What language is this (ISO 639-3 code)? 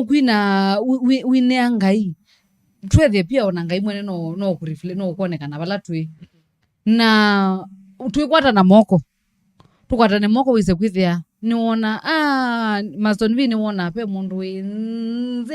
kam